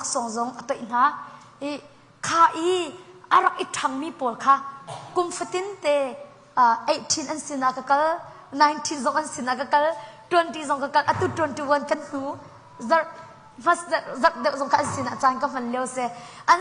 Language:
Hakha Chin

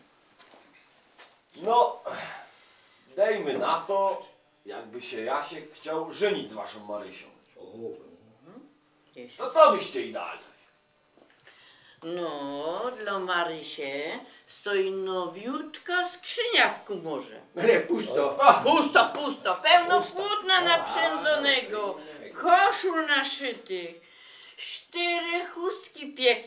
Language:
Polish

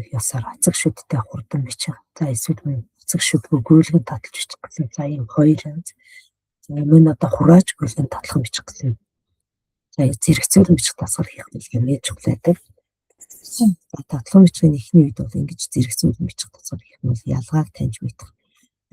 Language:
Mongolian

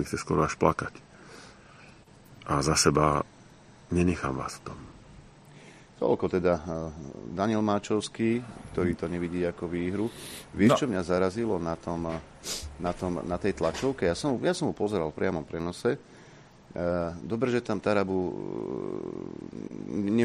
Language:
Slovak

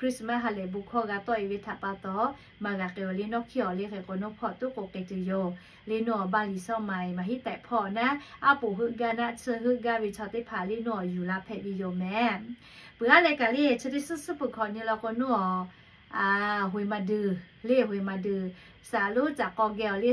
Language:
Lahu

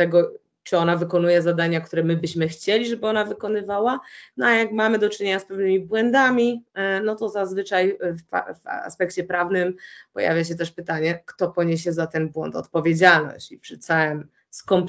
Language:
Polish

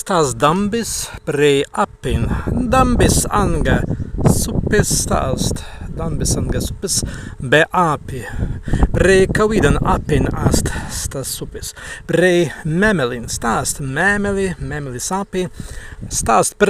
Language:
Prussian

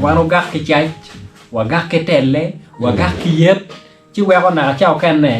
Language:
Acoli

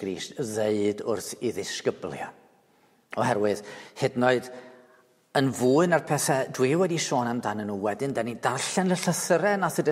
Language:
Welsh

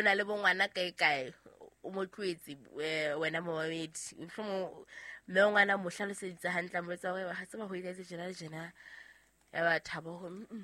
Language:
Southern Sotho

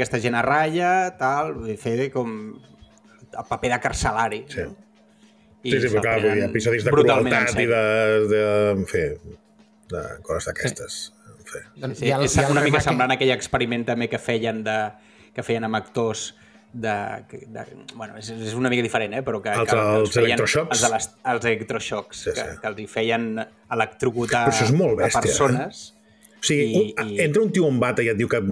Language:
Catalan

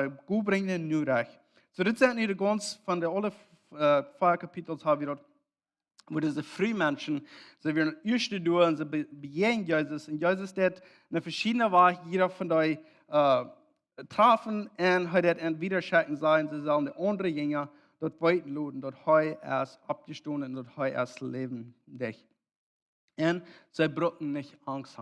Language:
Plautdietsch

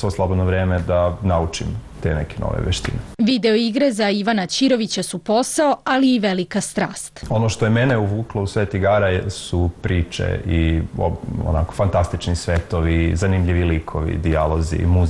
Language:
Serbian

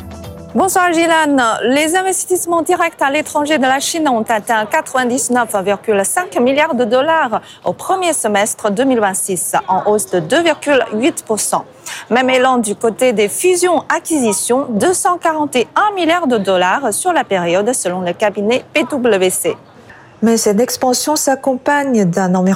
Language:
French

